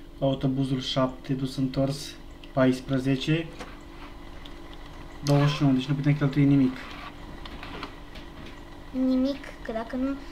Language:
Romanian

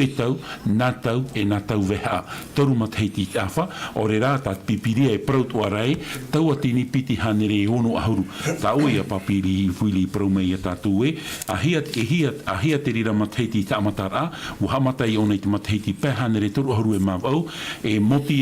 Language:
Tahitian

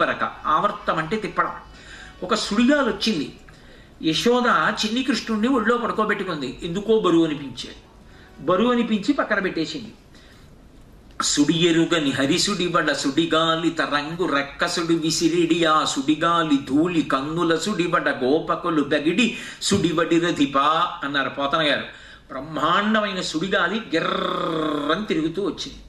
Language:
Telugu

